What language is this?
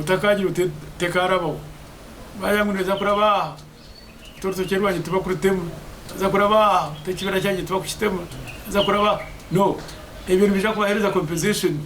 Nyankole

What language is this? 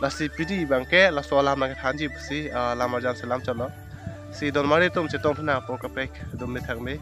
Karbi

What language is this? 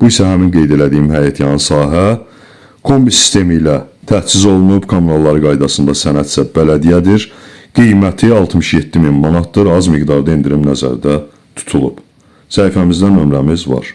Azerbaijani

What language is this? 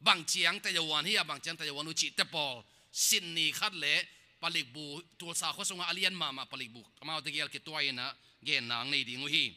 Tedim Chin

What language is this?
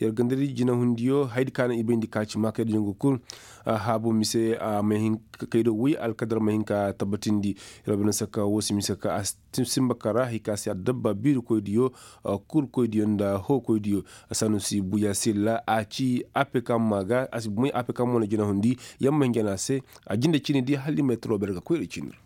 Koyraboro Senni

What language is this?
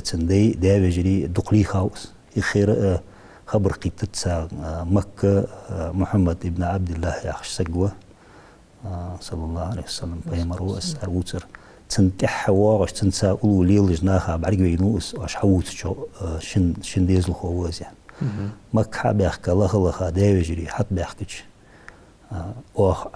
Ingush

